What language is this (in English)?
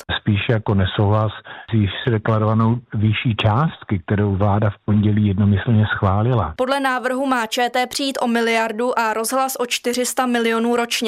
Czech